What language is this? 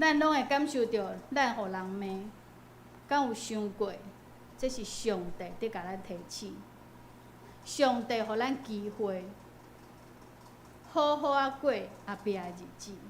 Min Nan Chinese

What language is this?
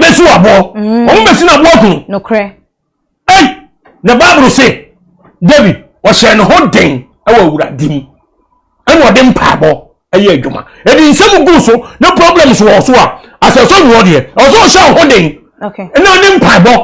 Akan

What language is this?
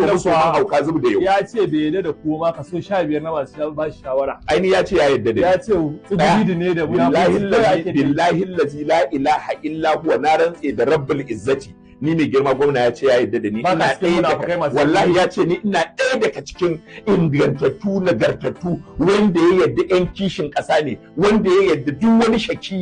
Hausa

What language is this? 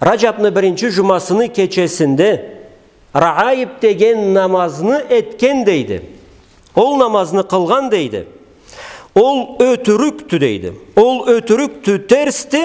Karachay-Balkar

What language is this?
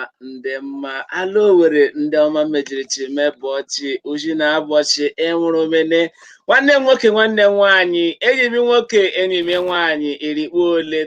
Igbo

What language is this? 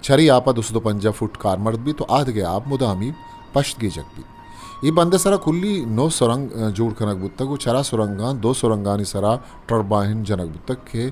Eastern Balochi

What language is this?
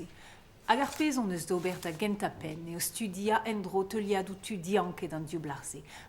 Breton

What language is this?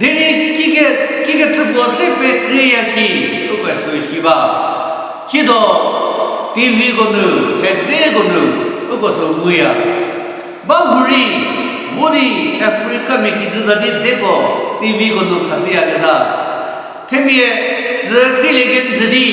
Angami Naga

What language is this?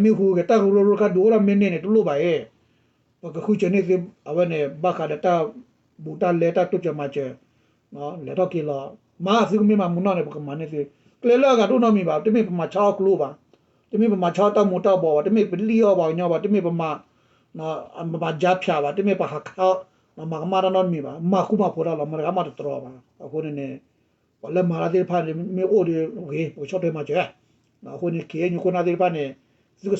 S'gaw Karen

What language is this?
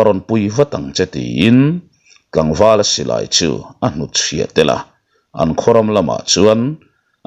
Mizo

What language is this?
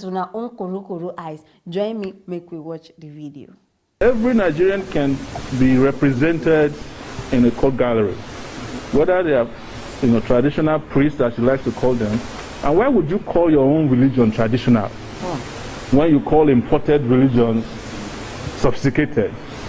Nigerian Pidgin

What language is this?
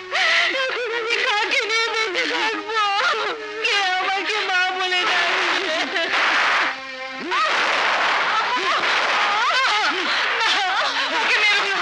Bangla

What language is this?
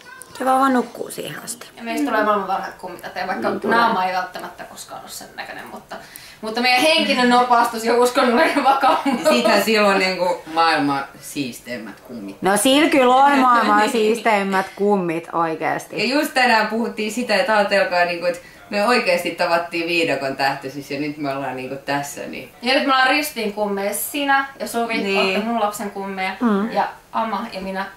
Finnish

